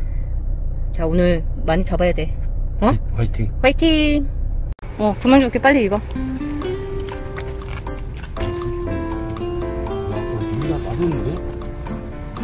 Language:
Korean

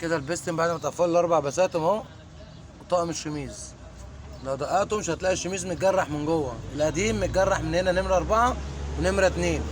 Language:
Egyptian Arabic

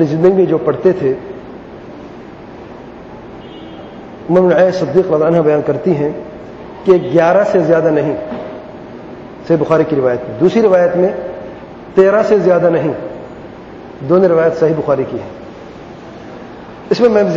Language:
Urdu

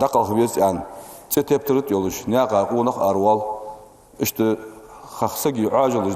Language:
Ingush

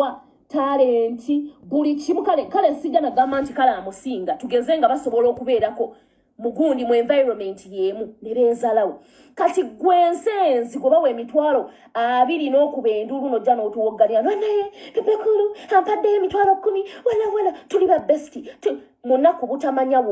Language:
Ganda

